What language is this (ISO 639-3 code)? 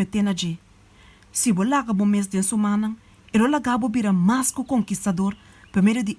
pap